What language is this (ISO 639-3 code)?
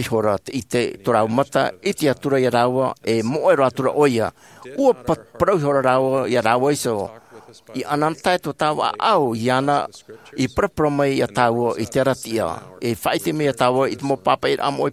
tah